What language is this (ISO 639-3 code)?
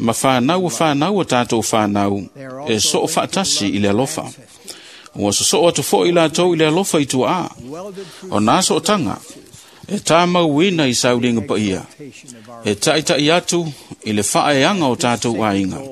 smo